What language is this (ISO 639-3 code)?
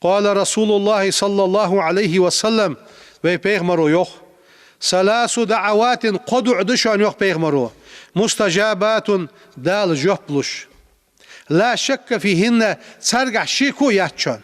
inh